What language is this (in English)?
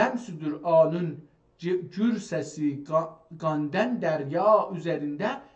South Azerbaijani